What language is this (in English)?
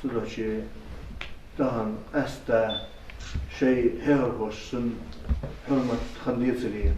Ingush